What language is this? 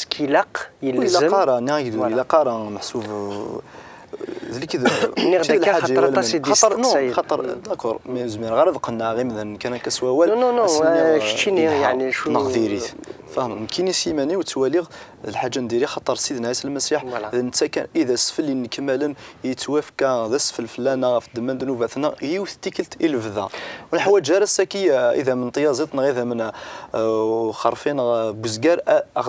Kabyle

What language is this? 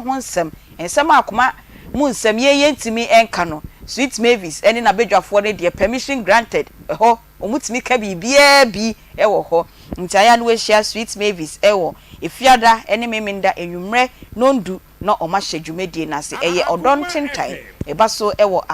Akan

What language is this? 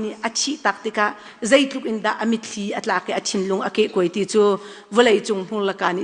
Hakha Chin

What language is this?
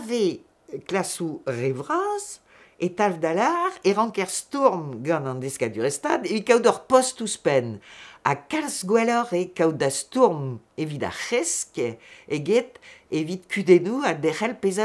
Breton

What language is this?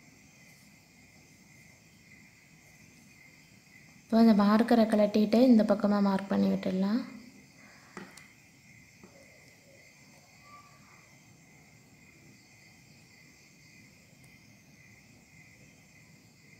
Tamil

